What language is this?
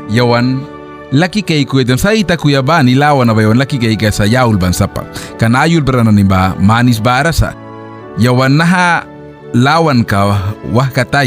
Mískito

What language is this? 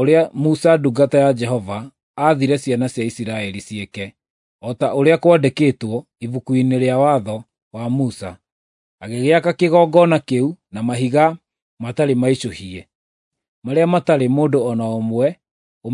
Kikuyu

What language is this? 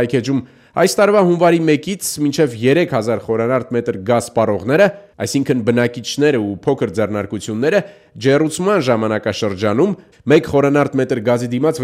Armenian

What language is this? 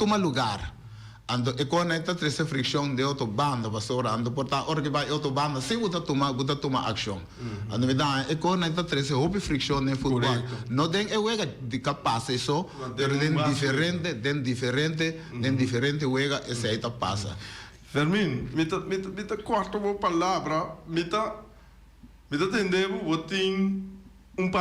Papiamento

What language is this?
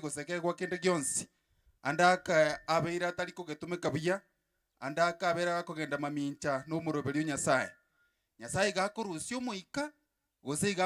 Gusii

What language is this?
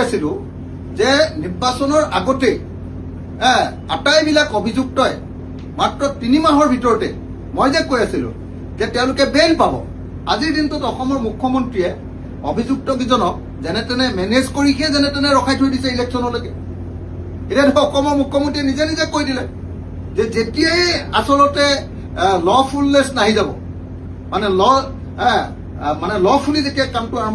Assamese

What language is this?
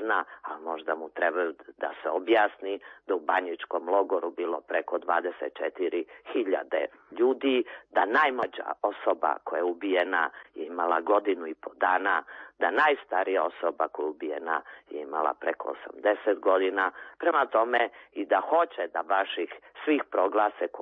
Serbian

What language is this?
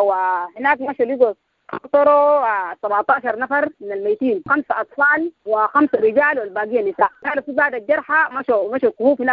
Sudanese Arabic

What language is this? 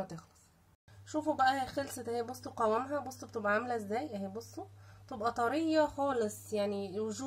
Egyptian Arabic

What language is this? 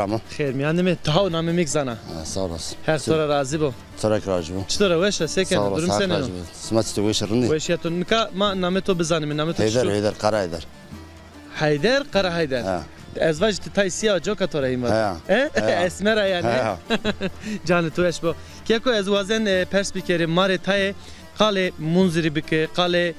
Zaza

